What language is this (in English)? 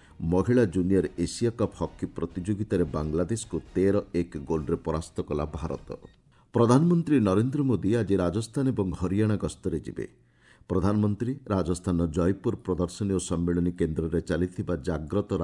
Odia